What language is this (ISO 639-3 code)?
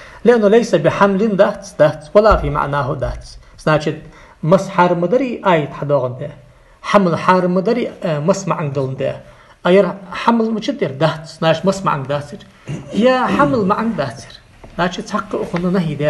inh